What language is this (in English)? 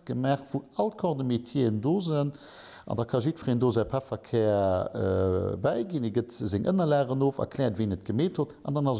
Luxembourgish